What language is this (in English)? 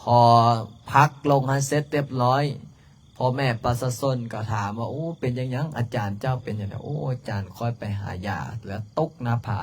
Lao